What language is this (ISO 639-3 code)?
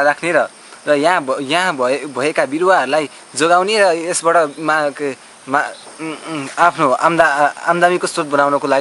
nep